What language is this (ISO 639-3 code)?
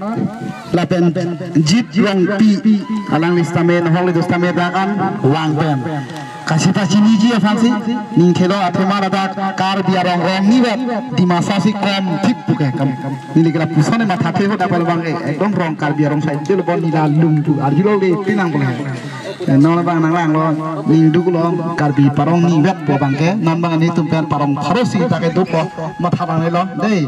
mjw